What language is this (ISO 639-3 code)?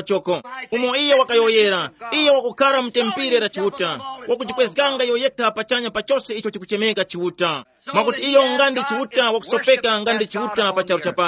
tum